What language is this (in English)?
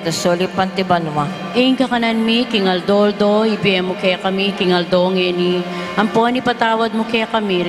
Pampanga